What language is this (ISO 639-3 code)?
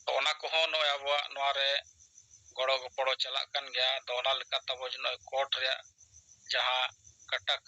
sat